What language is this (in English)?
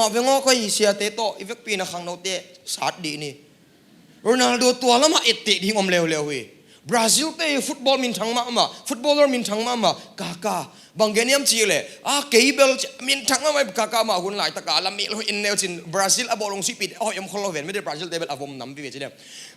Tedim Chin